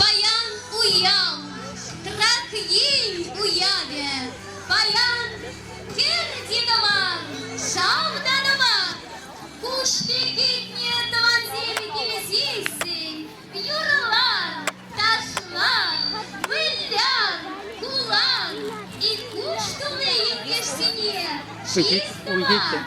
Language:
Chuvash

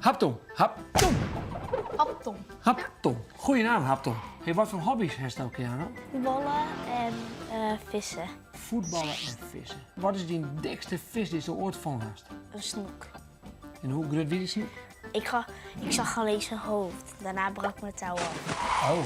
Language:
Western Frisian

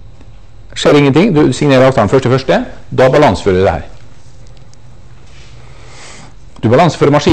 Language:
Norwegian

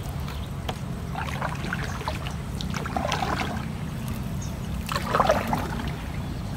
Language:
Indonesian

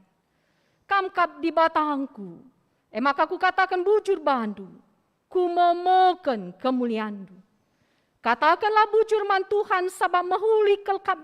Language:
Batak Karo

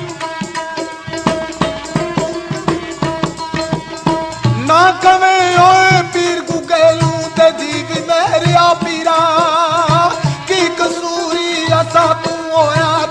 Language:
Punjabi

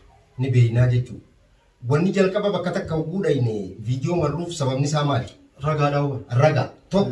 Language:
Oromo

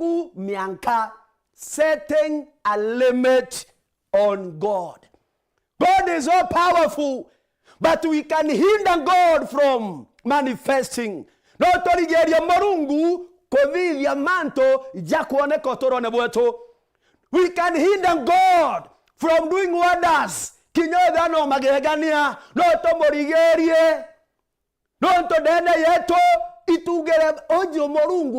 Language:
Meru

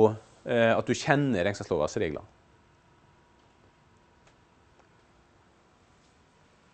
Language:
Norwegian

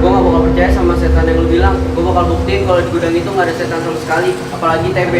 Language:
Betawi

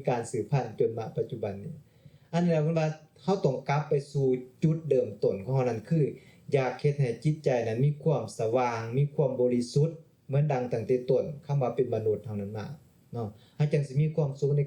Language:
Lao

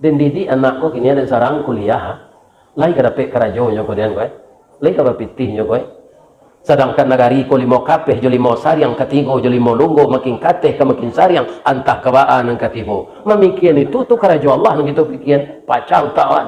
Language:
Minangkabau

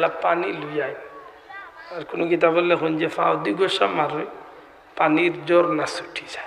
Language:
Sylheti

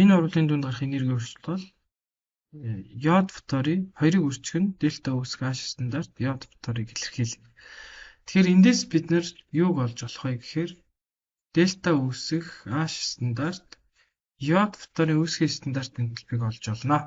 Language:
Mongolian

